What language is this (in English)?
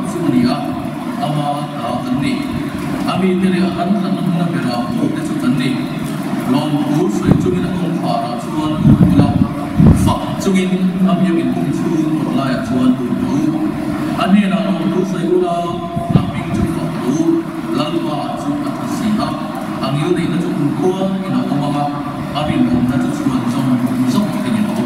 Mizo